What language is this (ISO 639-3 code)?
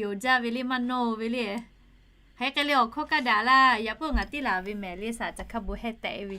lhu